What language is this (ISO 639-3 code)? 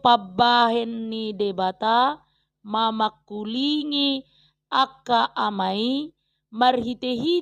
bbc